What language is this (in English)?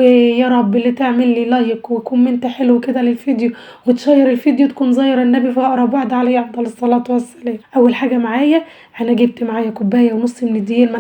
Egyptian Arabic